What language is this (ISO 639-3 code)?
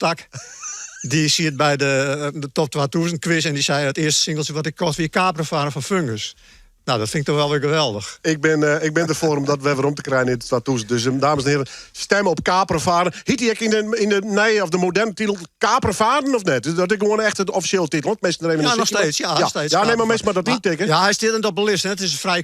fry